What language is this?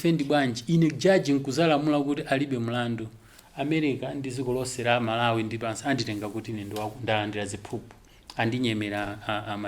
Nyanja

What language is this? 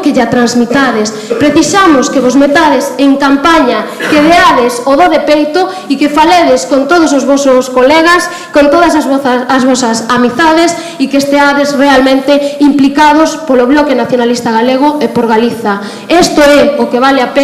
Galician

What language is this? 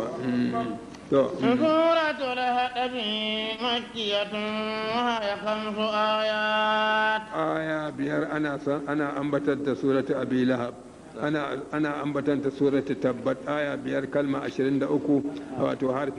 Hausa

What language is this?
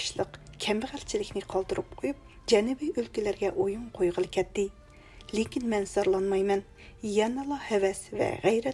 Uyghur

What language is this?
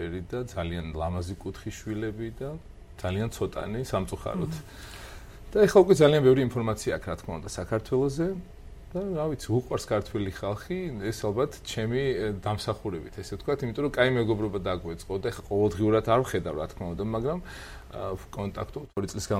Georgian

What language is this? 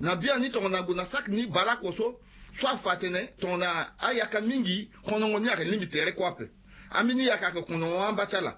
Sango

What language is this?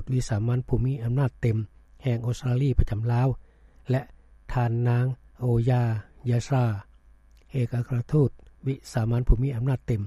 Lao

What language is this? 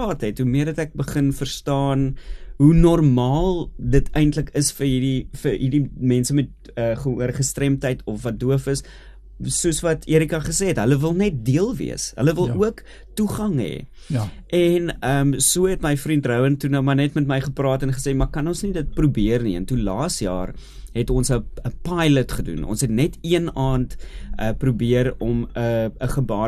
Afrikaans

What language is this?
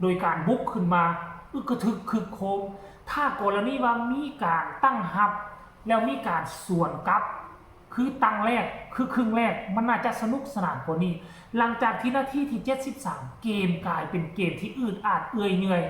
Lao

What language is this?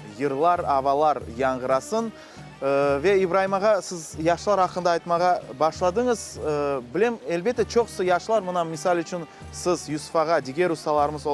Crimean Tatar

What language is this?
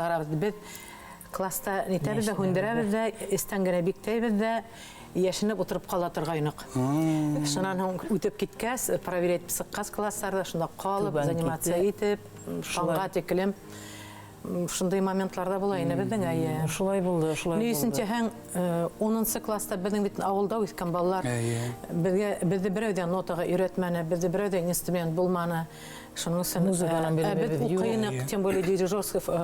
Bashkir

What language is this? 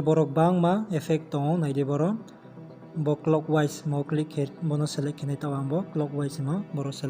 Riang (India)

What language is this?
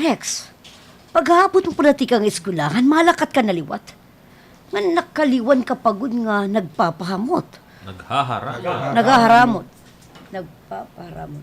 Waray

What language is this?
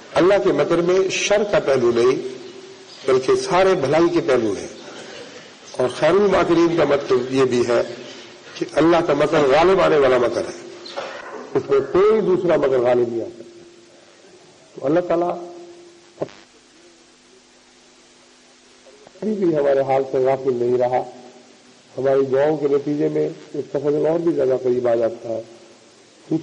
Urdu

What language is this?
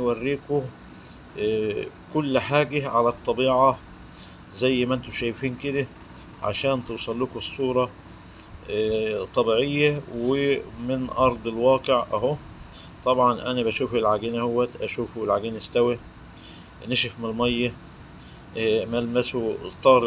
Egyptian Arabic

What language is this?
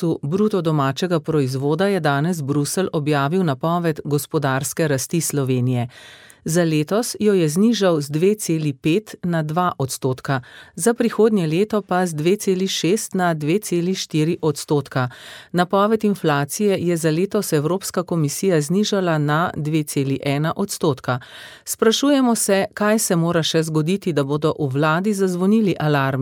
Slovenian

